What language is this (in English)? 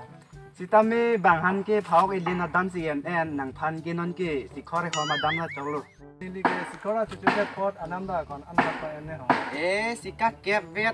Karbi